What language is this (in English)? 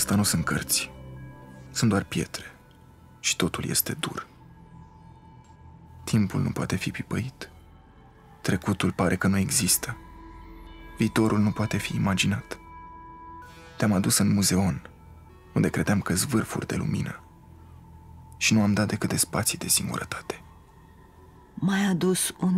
Romanian